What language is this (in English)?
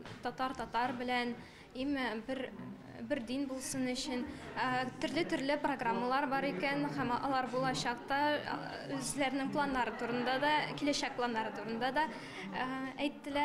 Tatar